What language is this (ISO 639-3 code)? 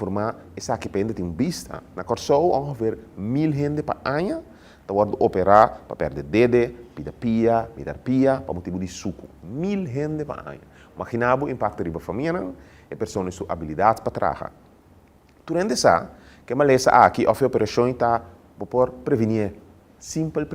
pap